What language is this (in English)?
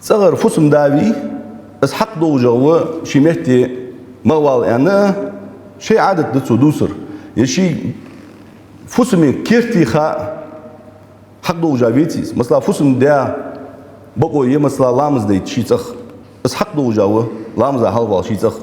Ingush